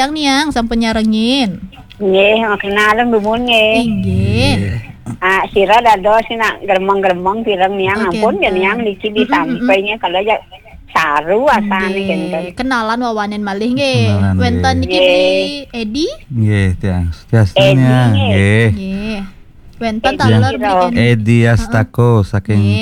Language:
Balinese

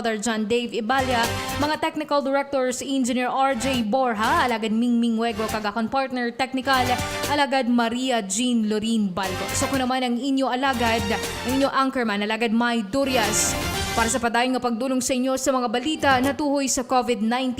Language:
Hiligaynon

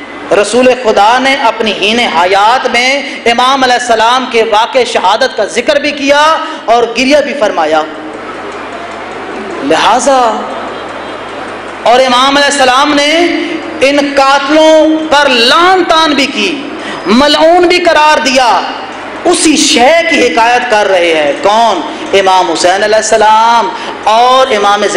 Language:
Urdu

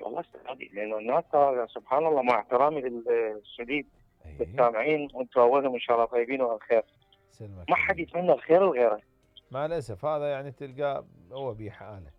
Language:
Mesopotamian Arabic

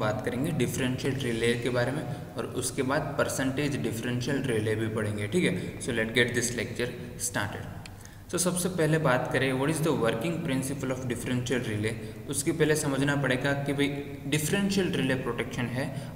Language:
Hindi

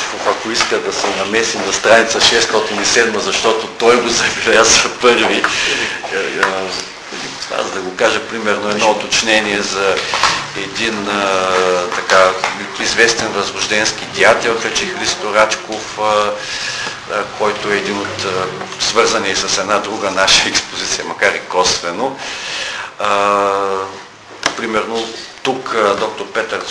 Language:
Bulgarian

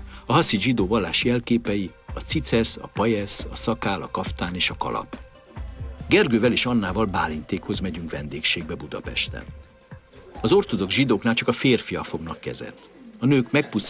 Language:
Hungarian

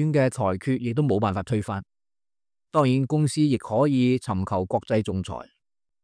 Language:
Cantonese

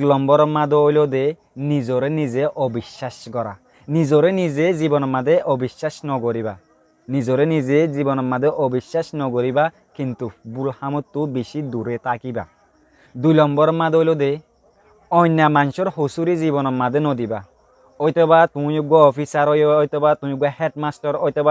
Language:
Rohingya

